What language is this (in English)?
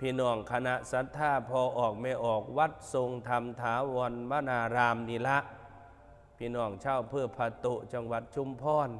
Northeastern Thai